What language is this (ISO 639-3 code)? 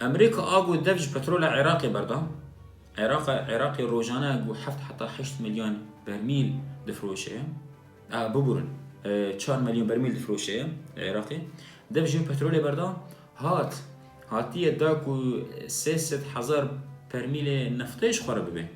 kur